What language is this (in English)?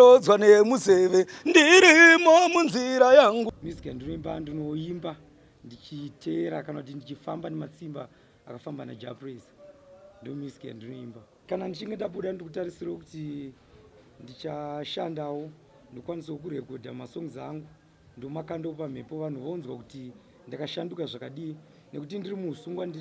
Shona